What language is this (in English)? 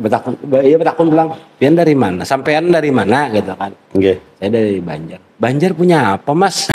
Banjar